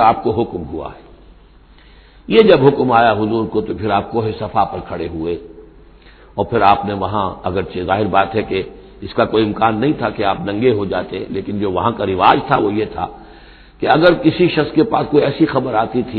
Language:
Urdu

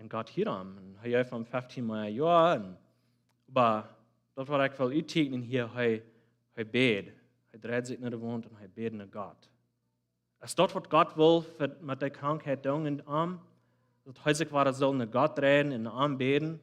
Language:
Plautdietsch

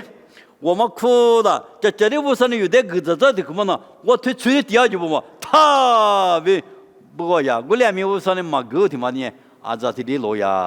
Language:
Lisu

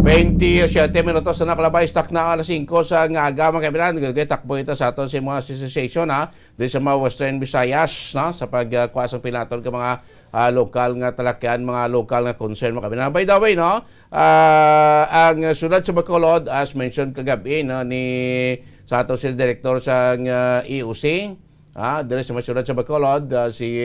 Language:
Hiligaynon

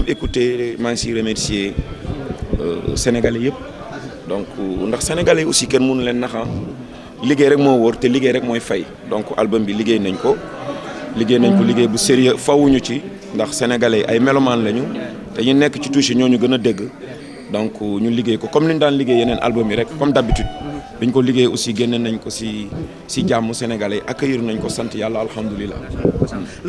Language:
Wolof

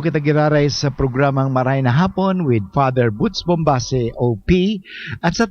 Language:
Bikol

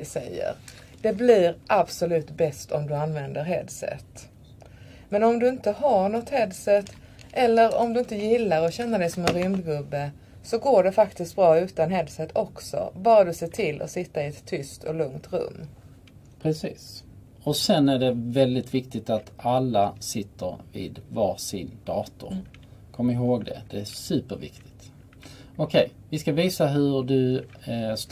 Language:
Swedish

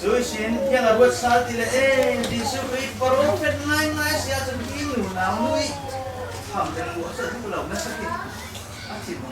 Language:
Falam Chin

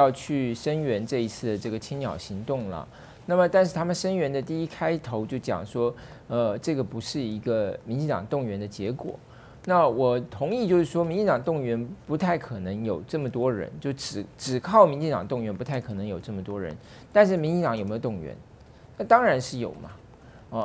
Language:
Chinese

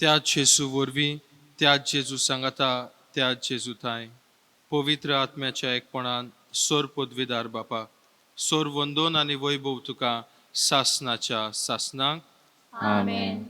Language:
Konkani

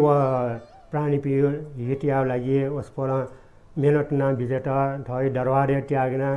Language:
Newari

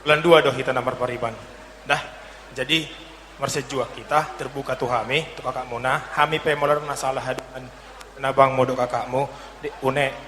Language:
Batak Toba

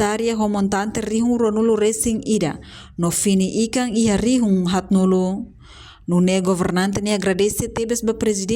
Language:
Tetum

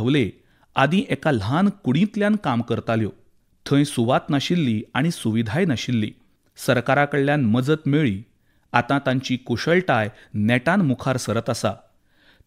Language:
Konkani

